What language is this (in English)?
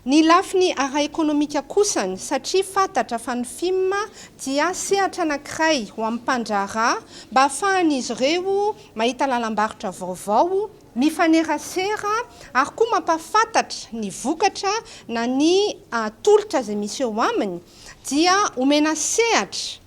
Malagasy